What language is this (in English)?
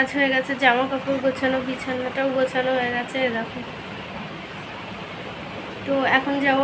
Bangla